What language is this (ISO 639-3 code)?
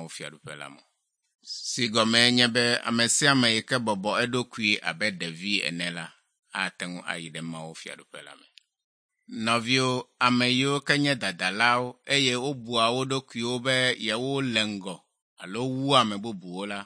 ewe